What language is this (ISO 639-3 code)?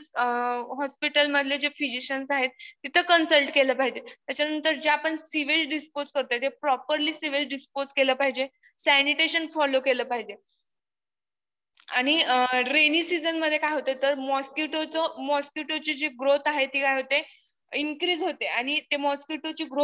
mar